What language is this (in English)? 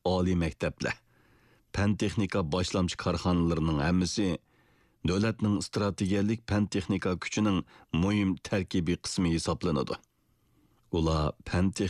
Uyghur